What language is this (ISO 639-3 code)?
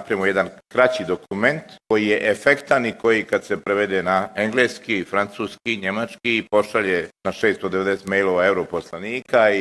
bos